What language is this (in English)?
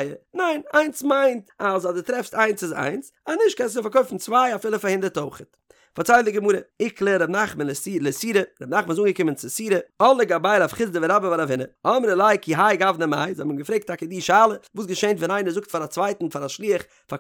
Yiddish